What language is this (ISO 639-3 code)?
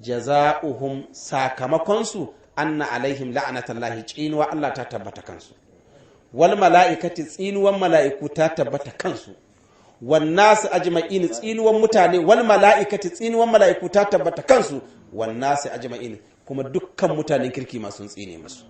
hau